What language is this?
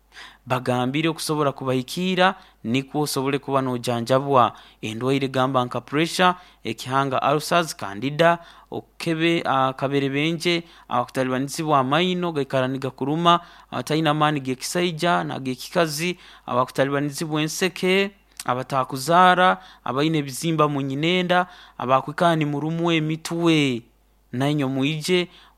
Nyankole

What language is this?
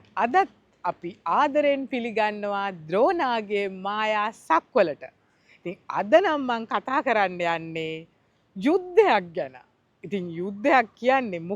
Sinhala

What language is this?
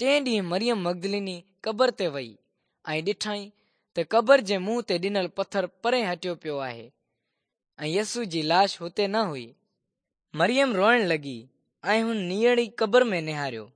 Sindhi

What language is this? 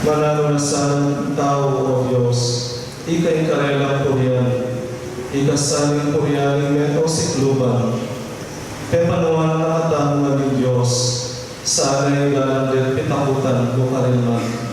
Pampanga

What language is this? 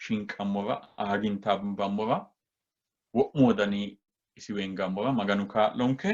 Sidamo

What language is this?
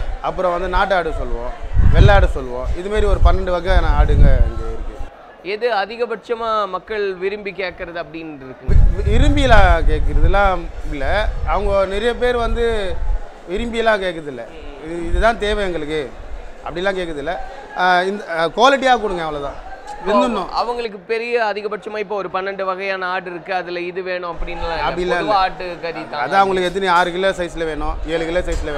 Tamil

